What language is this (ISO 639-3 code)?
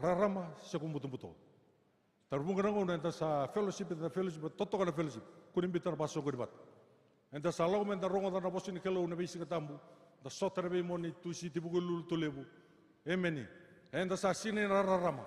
fij